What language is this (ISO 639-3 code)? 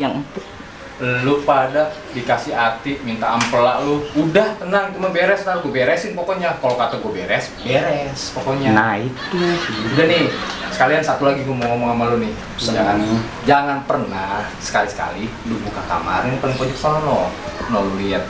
bew